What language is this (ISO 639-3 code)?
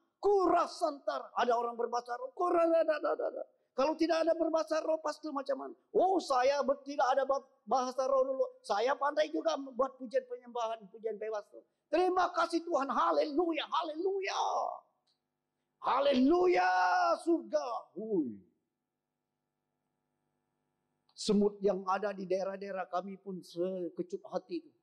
msa